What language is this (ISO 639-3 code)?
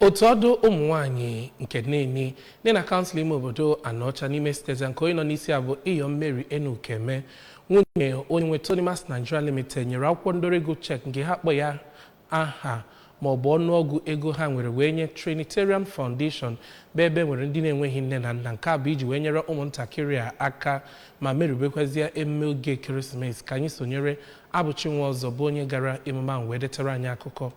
ibo